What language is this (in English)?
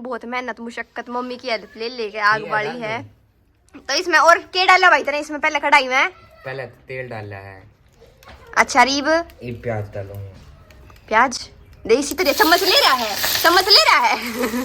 Haryanvi